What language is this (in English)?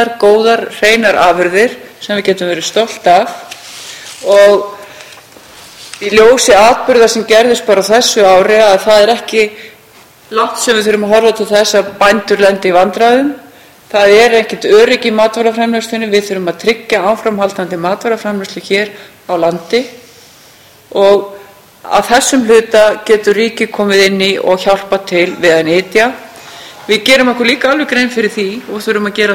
Icelandic